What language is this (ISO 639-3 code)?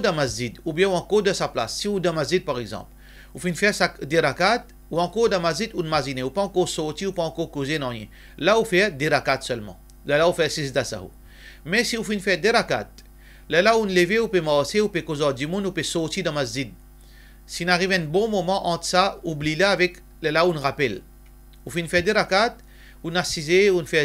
mfe